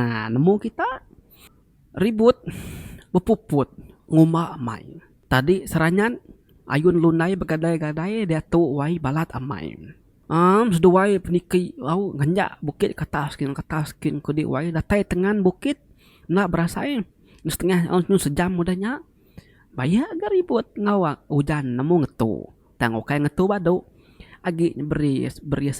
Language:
Iban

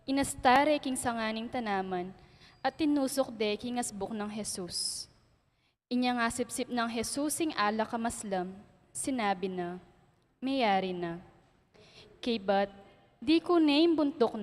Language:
Pampanga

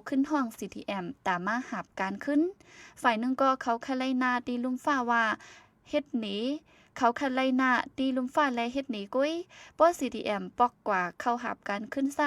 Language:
Shan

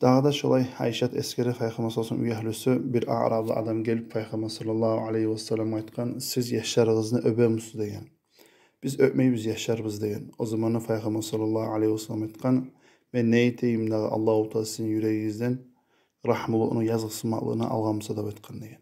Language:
Kumyk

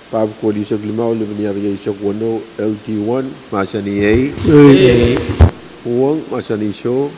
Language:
Pohnpeian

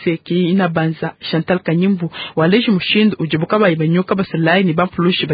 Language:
Luba-Lulua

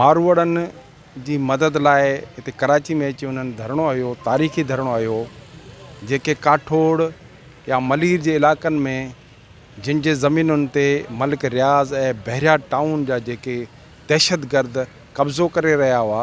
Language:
Sindhi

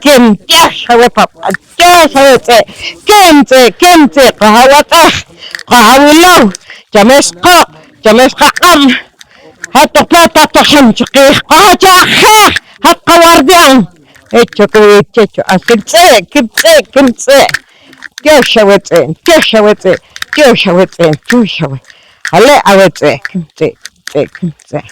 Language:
Poqomchi'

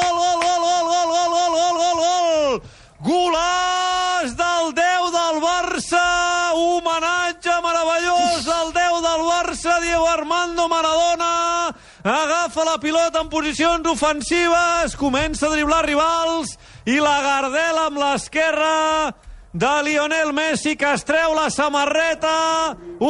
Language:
Catalan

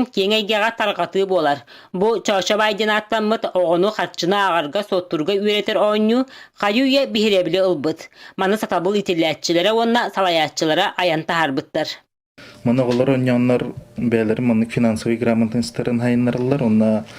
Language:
Yakut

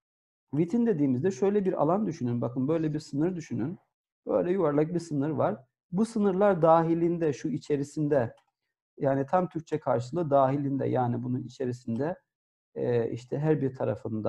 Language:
Turkish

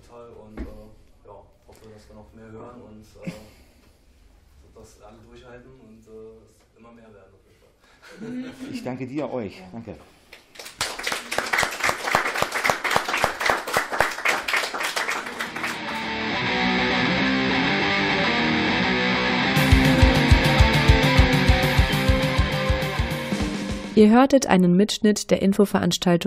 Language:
German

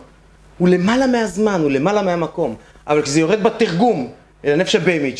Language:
Hebrew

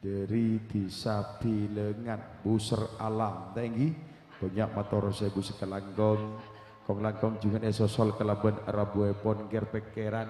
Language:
Madurese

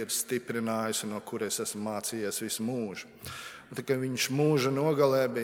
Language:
Latvian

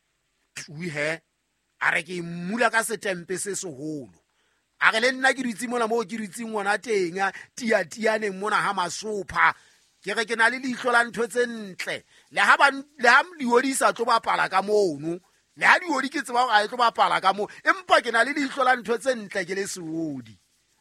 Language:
Southern Sotho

